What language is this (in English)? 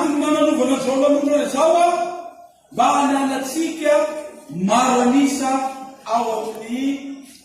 Malagasy